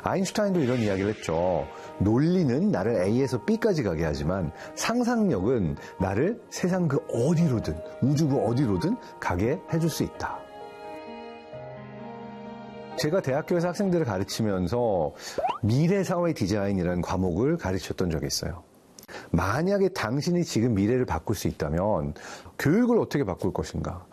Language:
Korean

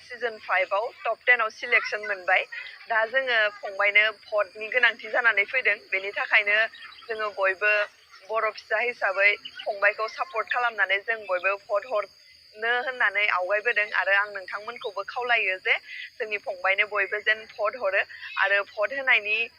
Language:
Bodo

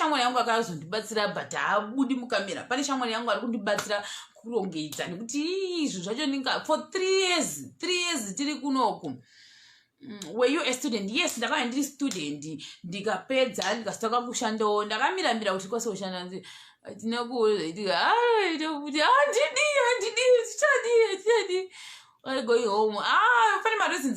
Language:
Shona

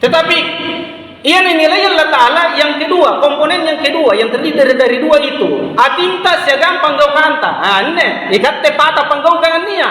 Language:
Makasar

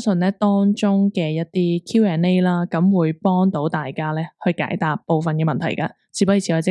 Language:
Cantonese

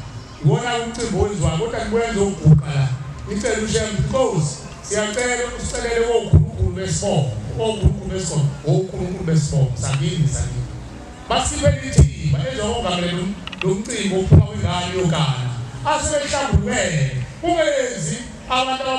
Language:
Zulu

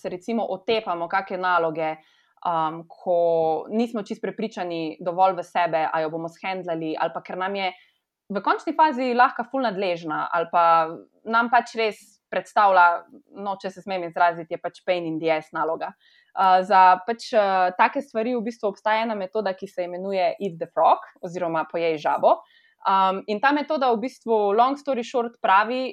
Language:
Slovenian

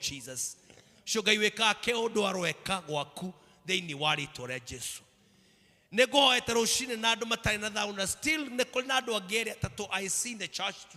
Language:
Kikuyu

